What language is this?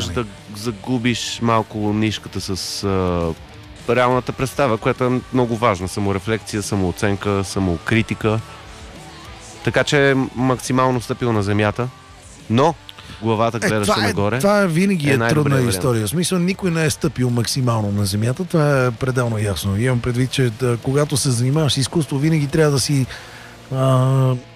Bulgarian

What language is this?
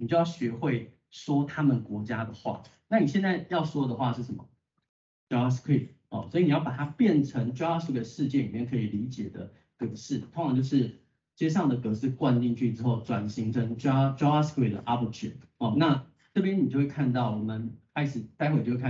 Chinese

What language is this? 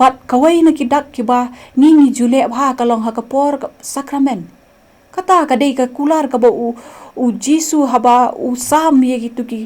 Khasi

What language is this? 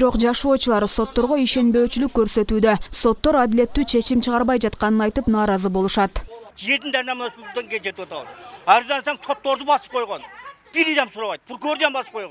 Kyrgyz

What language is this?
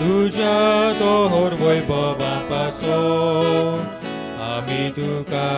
Konkani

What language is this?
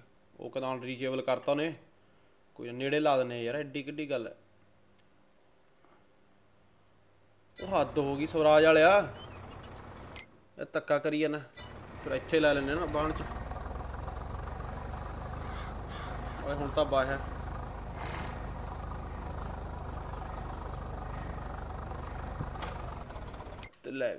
Punjabi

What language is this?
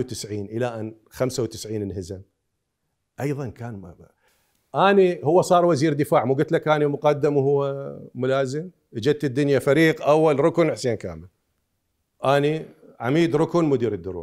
Mesopotamian Arabic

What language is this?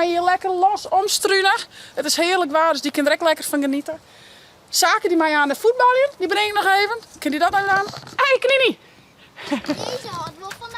Western Frisian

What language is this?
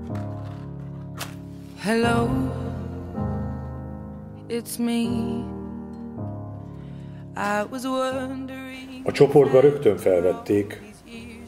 Hungarian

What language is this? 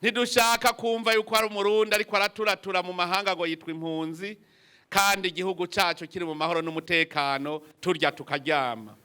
Rundi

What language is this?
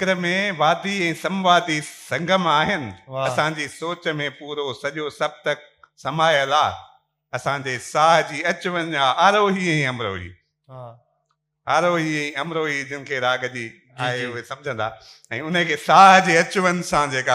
Sindhi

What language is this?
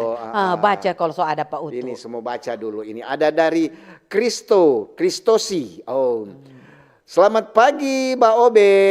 Manado Malay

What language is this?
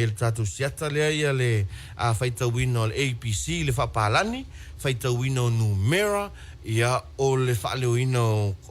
Samoan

